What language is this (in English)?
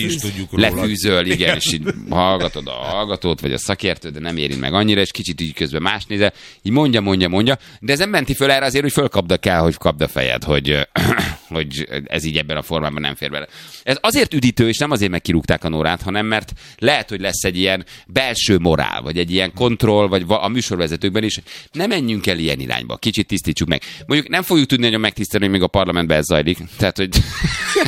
Hungarian